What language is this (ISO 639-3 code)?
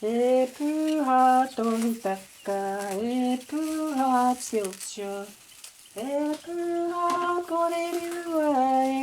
mri